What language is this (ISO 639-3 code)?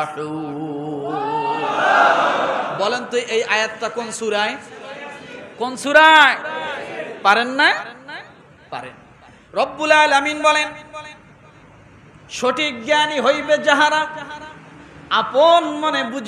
ben